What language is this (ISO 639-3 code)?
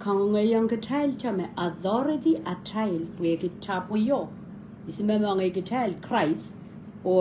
pon